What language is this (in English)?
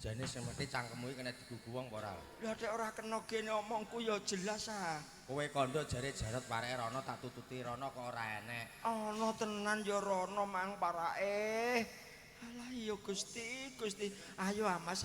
Javanese